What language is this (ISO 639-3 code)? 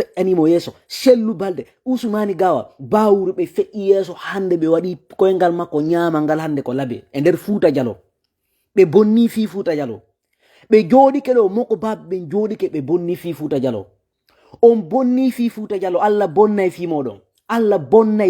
ful